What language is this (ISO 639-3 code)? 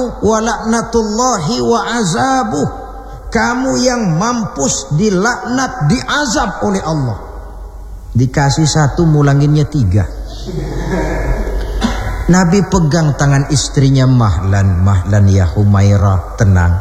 ind